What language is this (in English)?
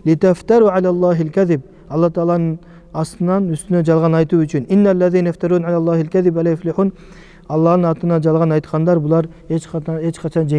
Kyrgyz